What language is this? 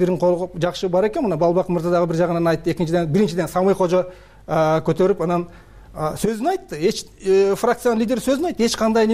Kyrgyz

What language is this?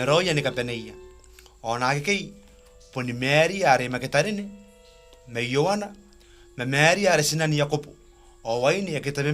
Gilbertese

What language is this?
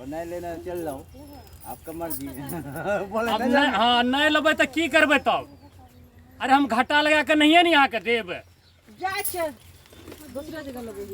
Maithili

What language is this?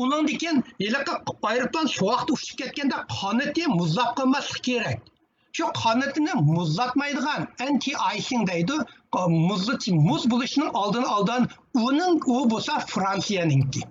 Uyghur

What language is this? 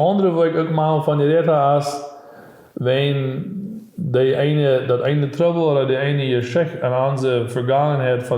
Plautdietsch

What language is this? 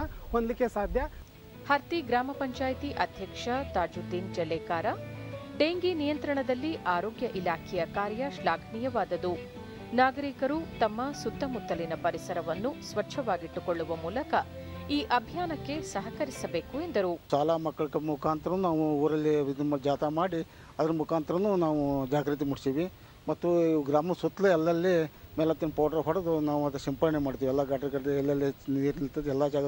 Kannada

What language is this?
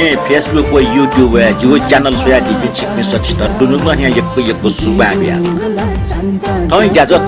Newari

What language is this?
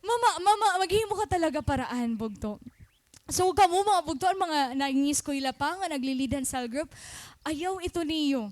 Waray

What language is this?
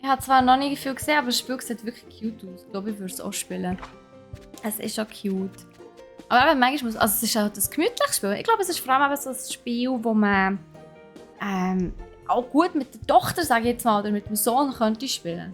Swiss German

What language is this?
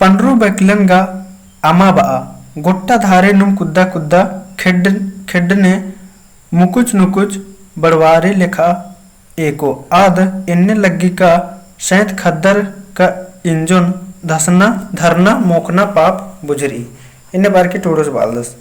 Kurukh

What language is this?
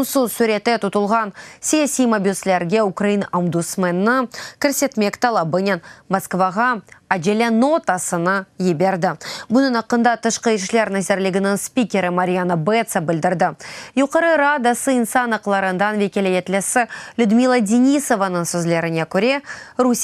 Crimean Tatar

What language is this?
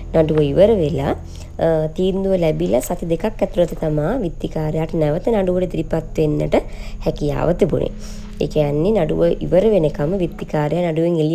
Sinhala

